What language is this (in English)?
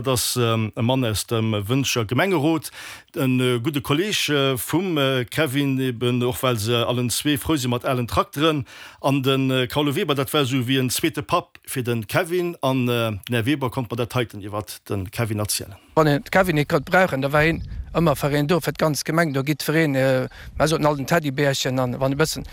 Luxembourgish